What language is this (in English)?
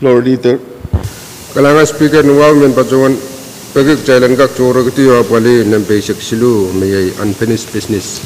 Pohnpeian